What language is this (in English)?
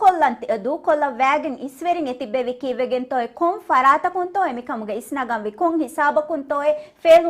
Divehi